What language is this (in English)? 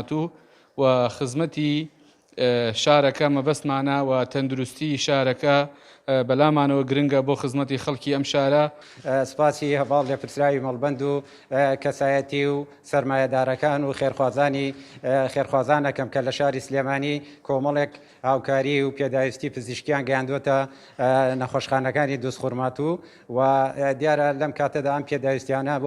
Central Kurdish